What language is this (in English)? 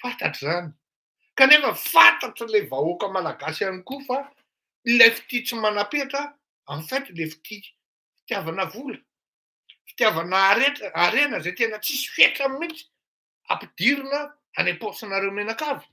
Malagasy